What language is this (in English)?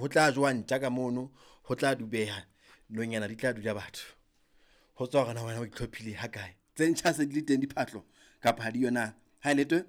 Southern Sotho